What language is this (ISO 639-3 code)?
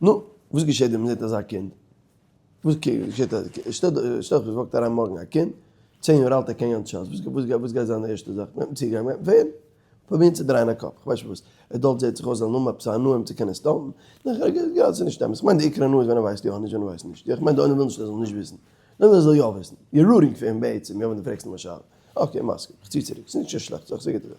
yid